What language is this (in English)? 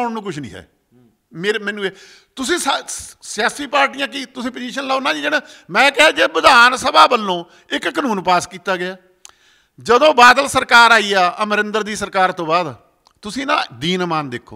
Punjabi